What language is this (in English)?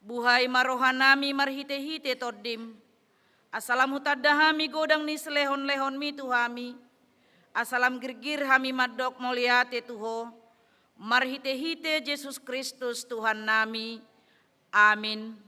Batak Toba